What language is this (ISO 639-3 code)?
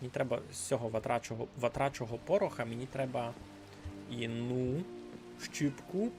rue